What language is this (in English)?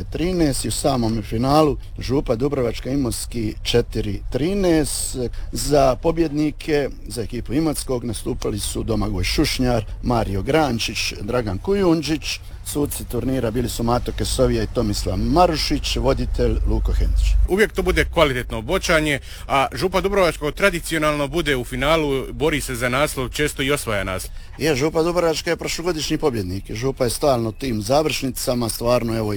Croatian